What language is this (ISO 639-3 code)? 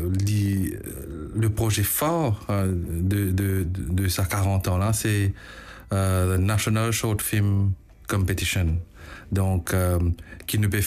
mfe